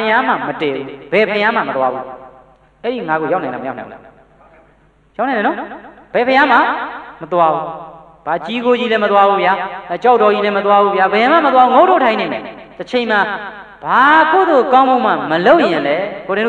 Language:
Burmese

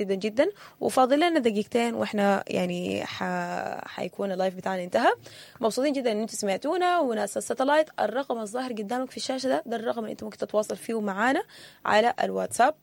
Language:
Sudanese Arabic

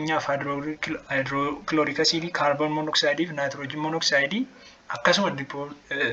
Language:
Oromo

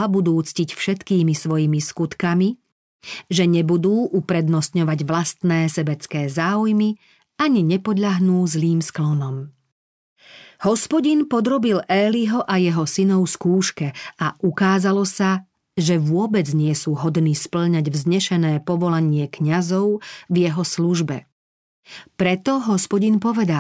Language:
Slovak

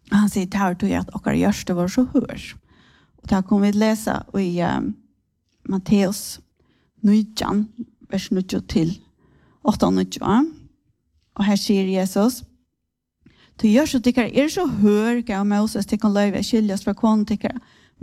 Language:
Danish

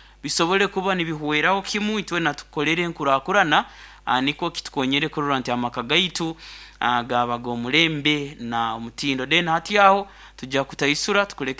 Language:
Nyankole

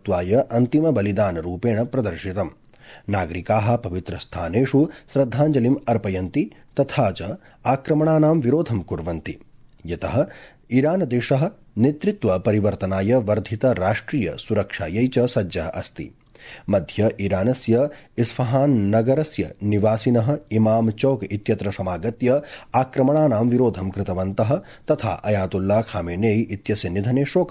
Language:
Sanskrit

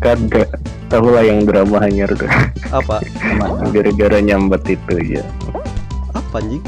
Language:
Banjar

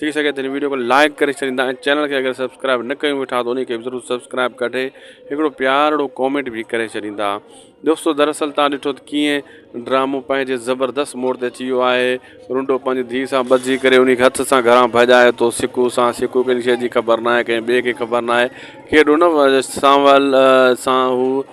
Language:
Sindhi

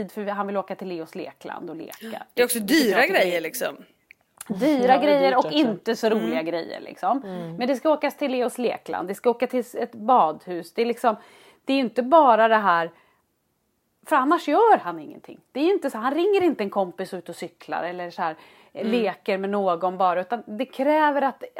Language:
Swedish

